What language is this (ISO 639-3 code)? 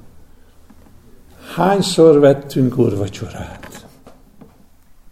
hun